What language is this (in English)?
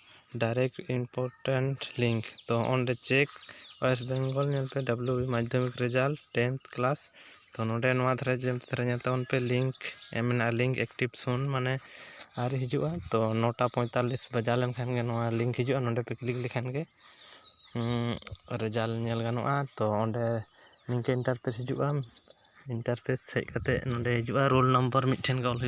Santali